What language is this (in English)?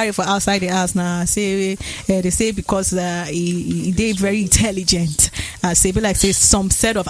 Nigerian Pidgin